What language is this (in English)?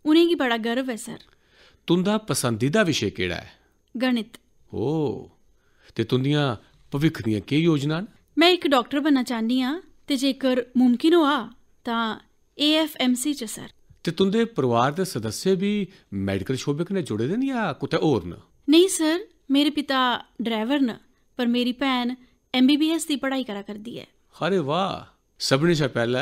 Dogri